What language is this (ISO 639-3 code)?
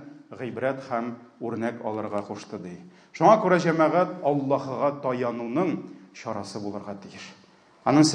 tat